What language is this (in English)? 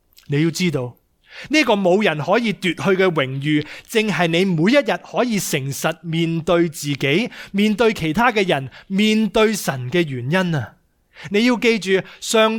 Cantonese